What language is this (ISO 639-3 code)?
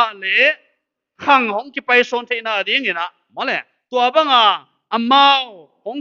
pck